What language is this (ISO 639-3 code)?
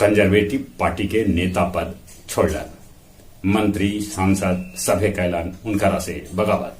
mag